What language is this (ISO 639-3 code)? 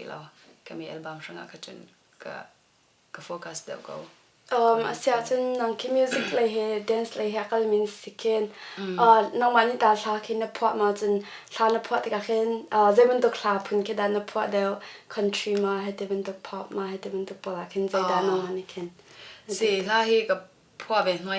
cnh